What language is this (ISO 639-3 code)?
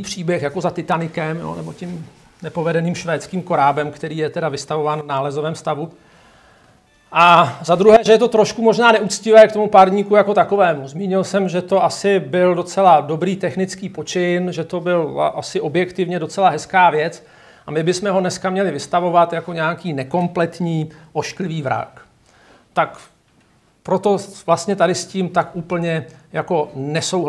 ces